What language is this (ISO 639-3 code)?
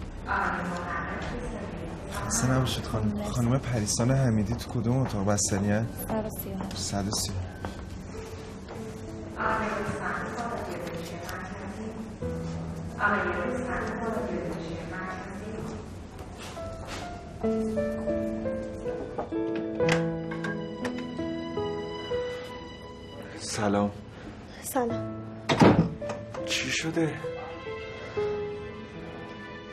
fas